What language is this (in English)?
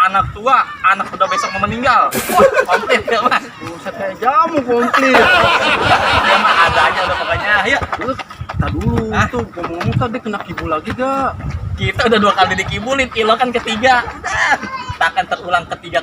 Betawi